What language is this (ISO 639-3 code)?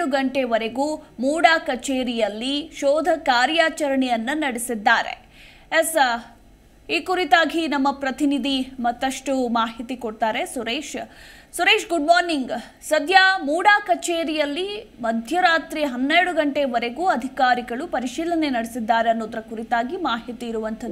kan